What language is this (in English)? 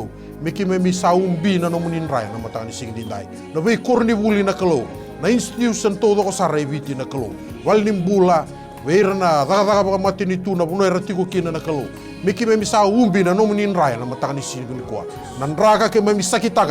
Fijian